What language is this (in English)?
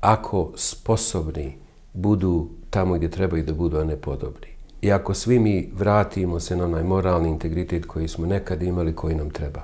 Bosnian